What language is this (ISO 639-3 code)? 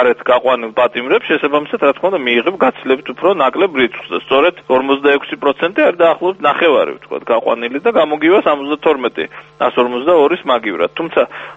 kat